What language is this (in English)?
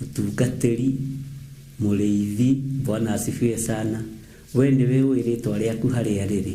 Kikuyu